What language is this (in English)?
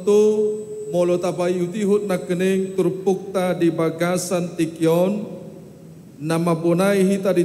Batak Toba